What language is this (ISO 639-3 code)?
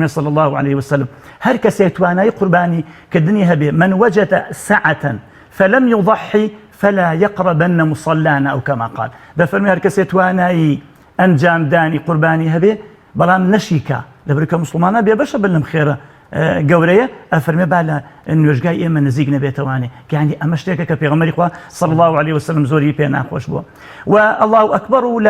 ckb